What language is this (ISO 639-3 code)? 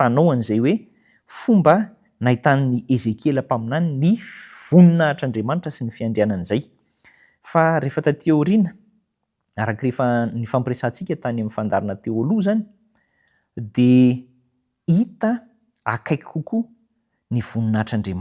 mlg